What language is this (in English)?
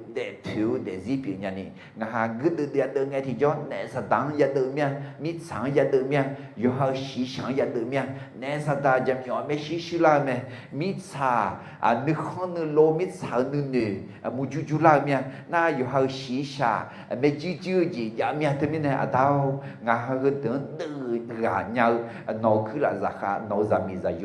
Akha